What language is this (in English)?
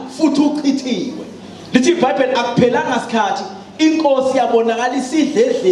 Zulu